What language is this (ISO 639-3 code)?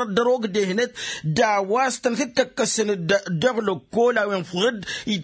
taq